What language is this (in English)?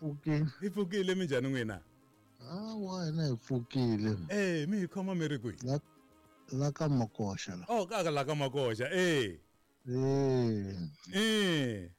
Tsonga